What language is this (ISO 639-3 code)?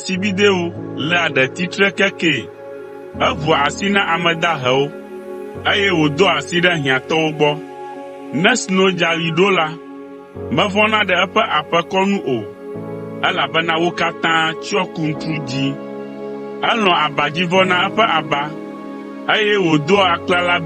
ewe